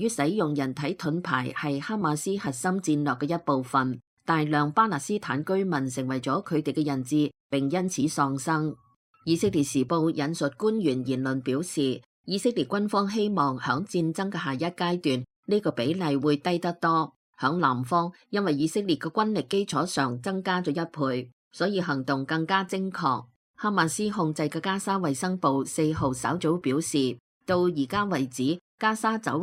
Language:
Cantonese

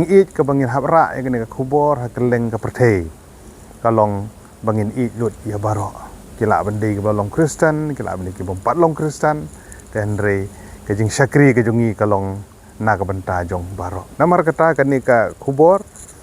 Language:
Khasi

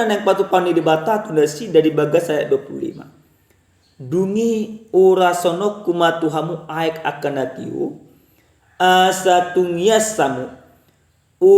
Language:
Batak Toba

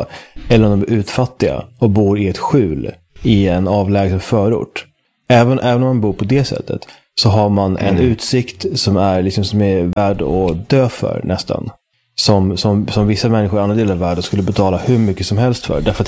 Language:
Swedish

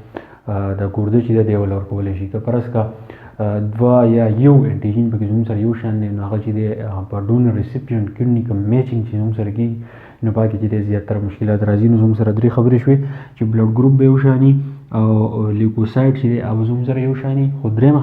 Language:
Pashto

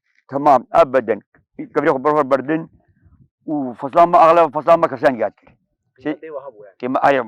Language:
Kurdish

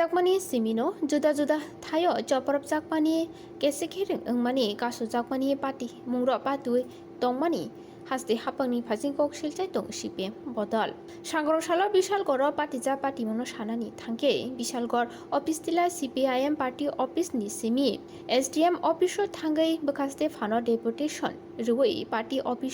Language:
Kok Borok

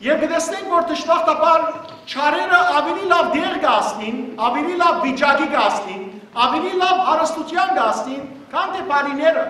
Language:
Western Armenian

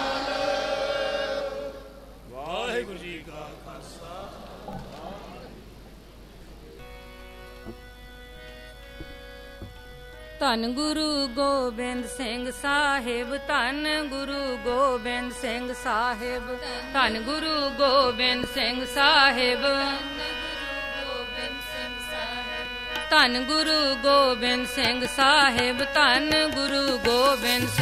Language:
Punjabi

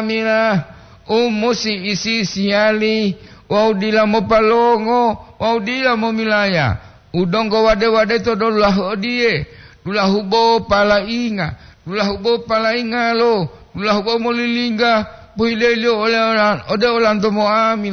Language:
Gorontalo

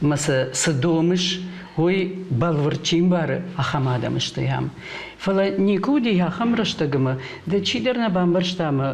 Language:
Ossetic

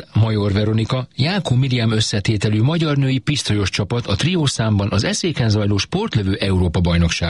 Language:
Hungarian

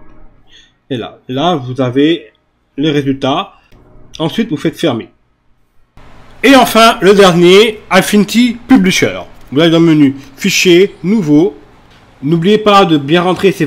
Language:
French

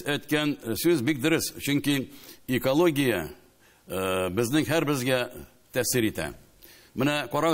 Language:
Tatar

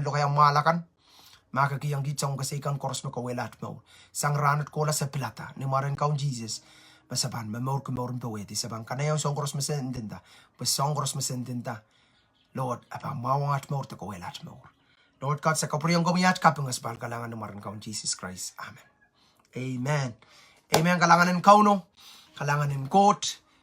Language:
Pohnpeian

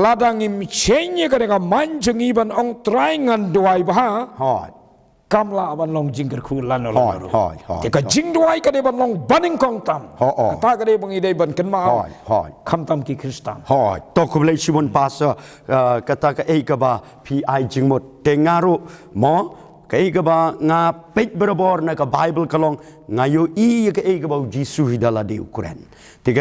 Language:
Khasi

